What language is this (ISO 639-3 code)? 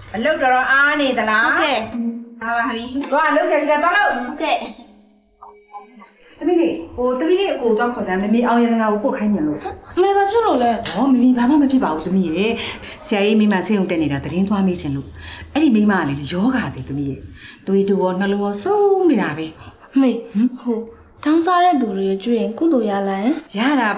mya